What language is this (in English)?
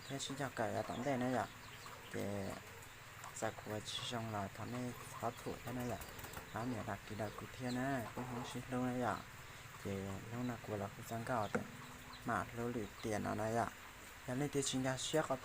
Hmong